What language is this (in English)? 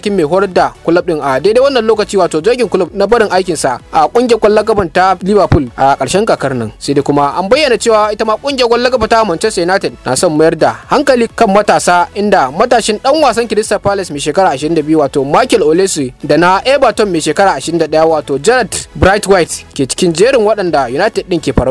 Hausa